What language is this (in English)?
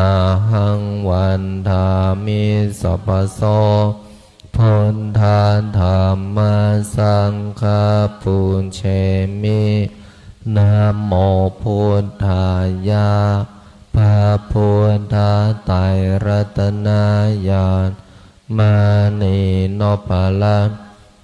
Pali